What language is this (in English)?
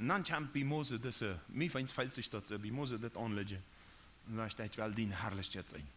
Plautdietsch